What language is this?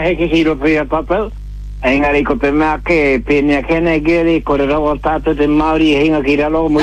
Māori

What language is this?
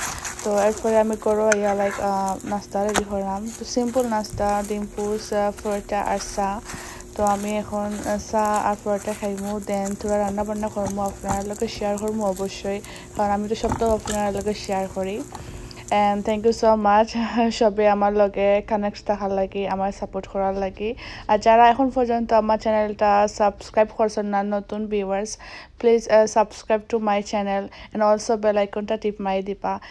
Sylheti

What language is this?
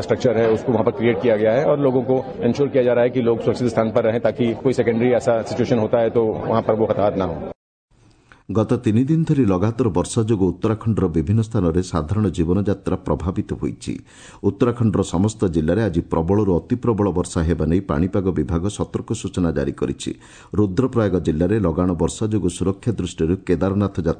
Odia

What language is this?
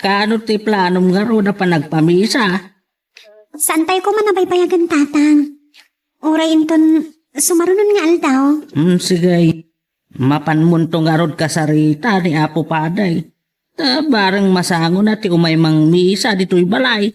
Iloko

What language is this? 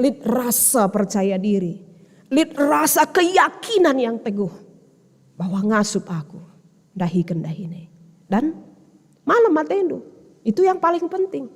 Batak Karo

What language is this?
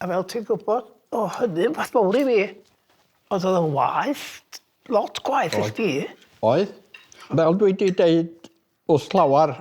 Welsh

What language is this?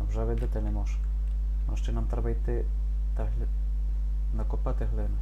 Rusyn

